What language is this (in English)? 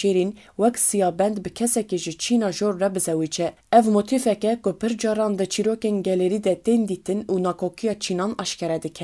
Kurdish